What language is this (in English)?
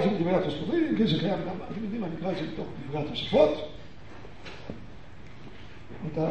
Hebrew